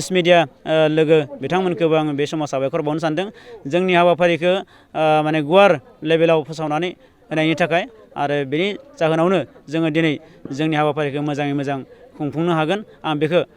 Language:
Bodo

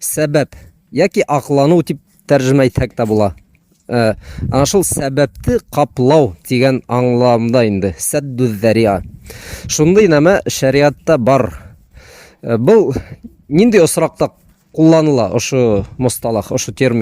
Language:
Bashkir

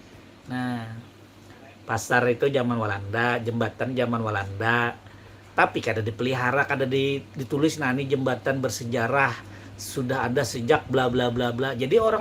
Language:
Banjar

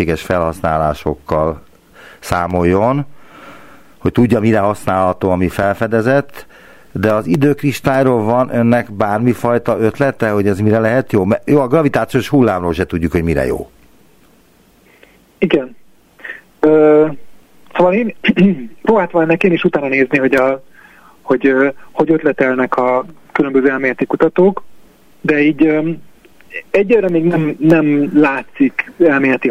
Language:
Hungarian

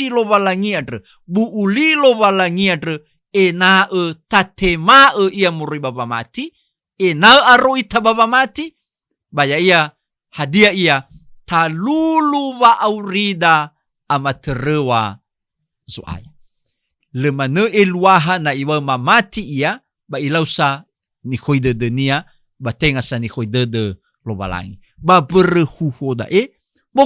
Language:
Nias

